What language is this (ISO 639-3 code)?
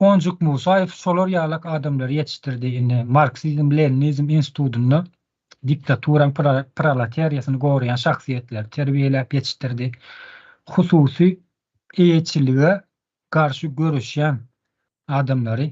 tuk